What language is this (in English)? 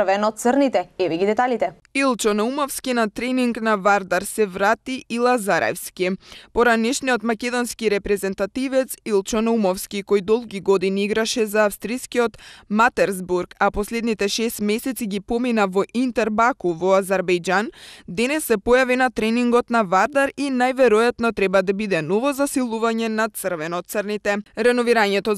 Macedonian